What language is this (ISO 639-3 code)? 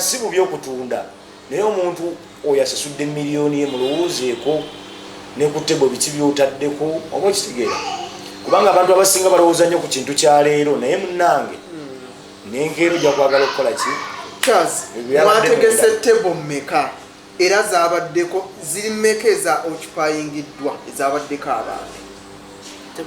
lug